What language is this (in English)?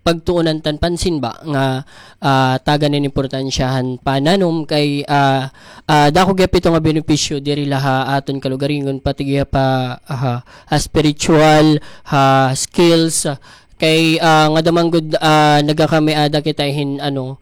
Waray